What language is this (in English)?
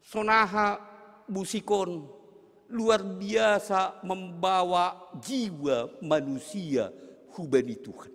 Batak Simalungun